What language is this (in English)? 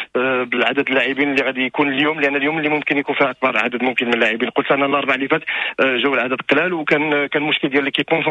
Moroccan Arabic